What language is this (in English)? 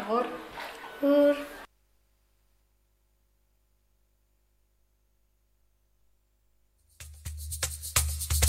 Basque